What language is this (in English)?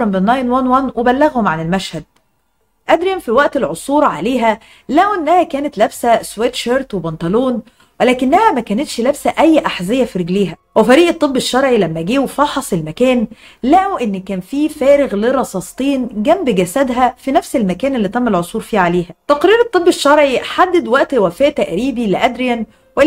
Egyptian Arabic